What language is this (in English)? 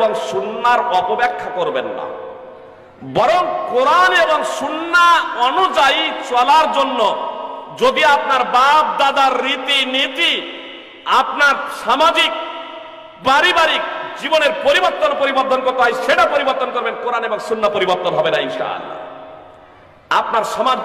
Bangla